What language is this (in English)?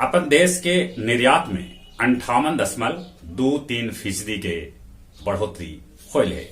Magahi